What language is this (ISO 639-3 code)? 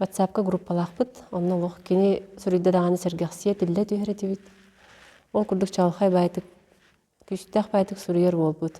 sah